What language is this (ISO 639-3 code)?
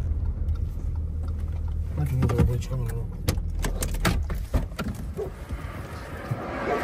ron